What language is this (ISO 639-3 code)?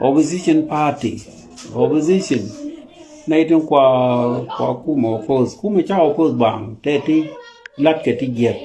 nus